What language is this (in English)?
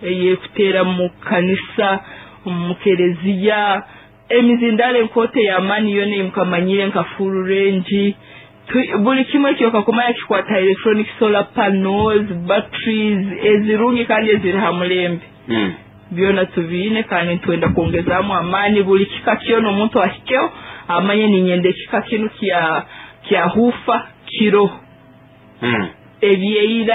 Nyoro